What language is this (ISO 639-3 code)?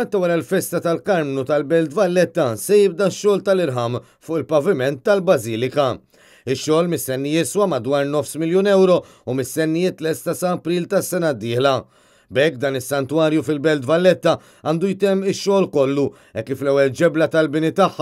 mlt